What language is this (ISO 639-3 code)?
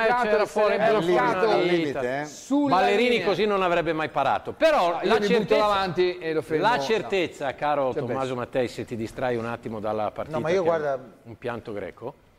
ita